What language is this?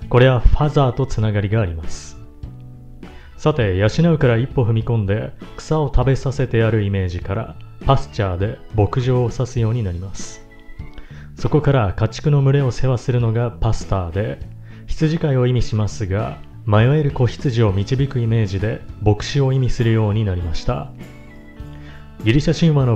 Japanese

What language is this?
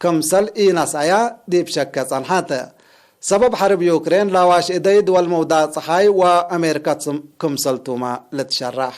Tigre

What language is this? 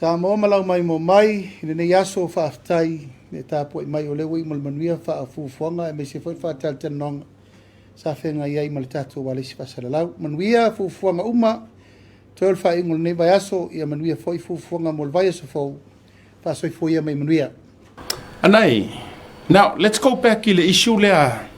Samoan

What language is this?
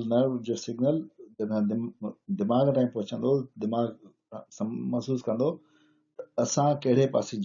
Sindhi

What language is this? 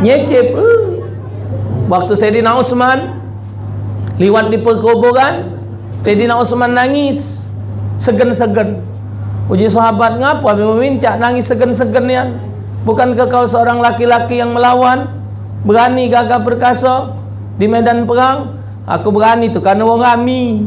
Musi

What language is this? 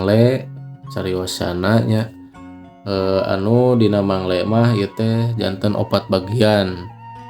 Sundanese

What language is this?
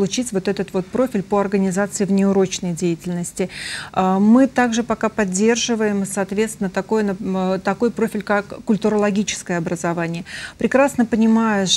Russian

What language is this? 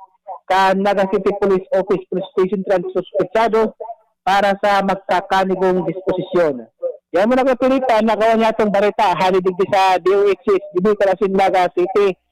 Bikol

